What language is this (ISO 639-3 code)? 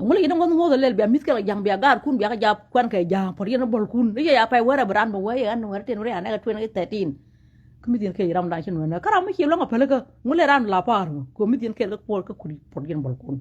nus